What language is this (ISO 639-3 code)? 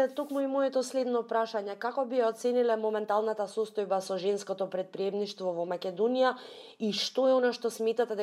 mkd